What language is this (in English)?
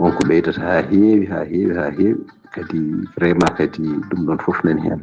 Fula